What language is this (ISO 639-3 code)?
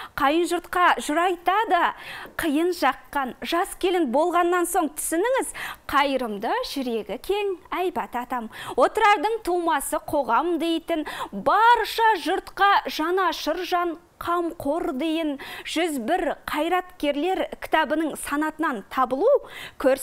kaz